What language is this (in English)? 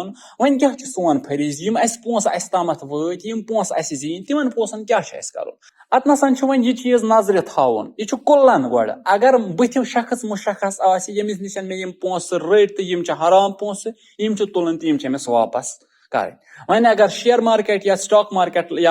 Kashmiri